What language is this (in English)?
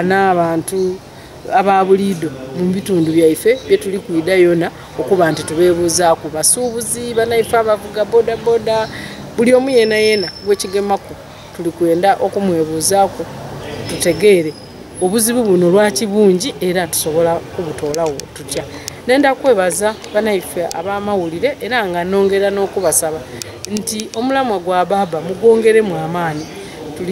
Soga